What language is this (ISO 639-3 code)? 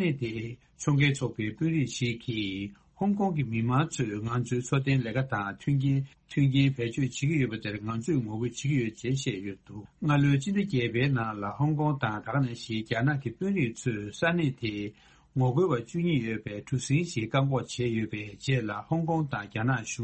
bod